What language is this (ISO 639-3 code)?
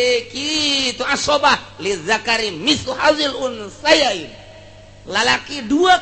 sun